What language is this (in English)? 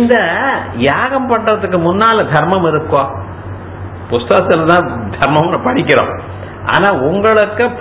Tamil